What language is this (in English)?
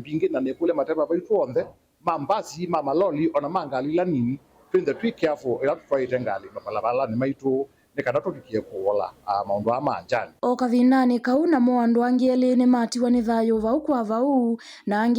Kamba